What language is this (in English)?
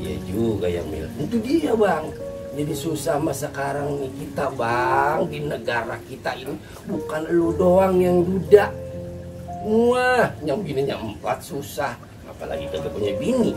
Betawi